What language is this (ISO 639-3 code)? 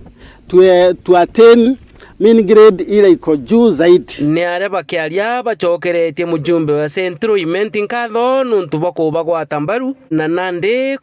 mer